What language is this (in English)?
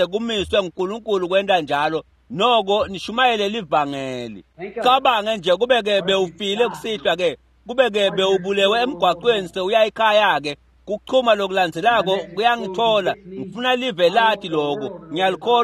Swati